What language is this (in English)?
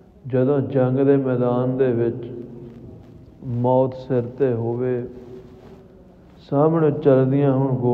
Punjabi